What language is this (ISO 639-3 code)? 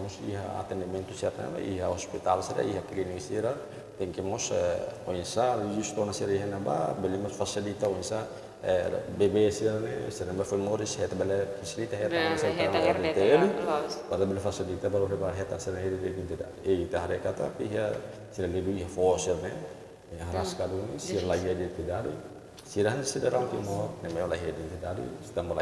tet